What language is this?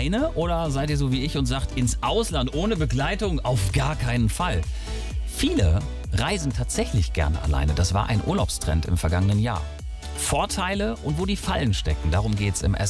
German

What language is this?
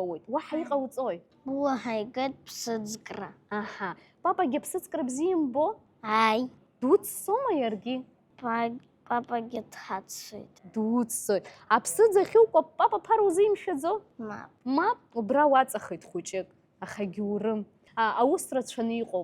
Abkhazian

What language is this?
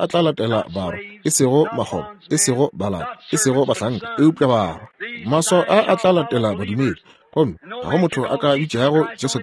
Northern Sotho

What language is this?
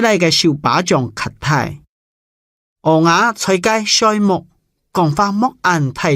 Hakka Chinese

